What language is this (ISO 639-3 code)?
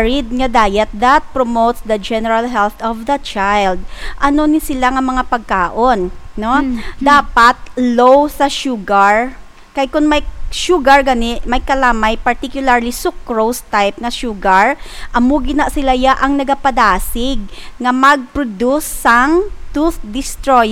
hil